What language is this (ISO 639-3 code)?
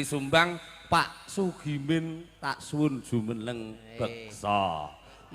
jav